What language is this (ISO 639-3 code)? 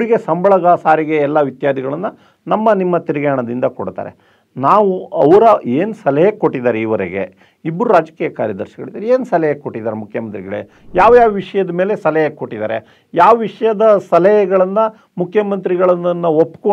kan